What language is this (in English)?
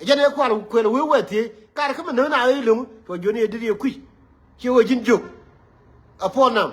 Nuer